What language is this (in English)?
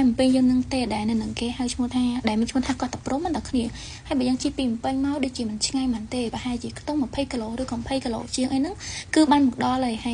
Khmer